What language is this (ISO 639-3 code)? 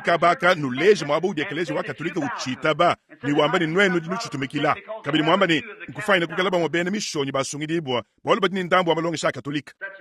lua